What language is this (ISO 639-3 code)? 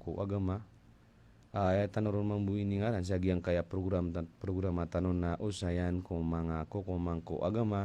mrw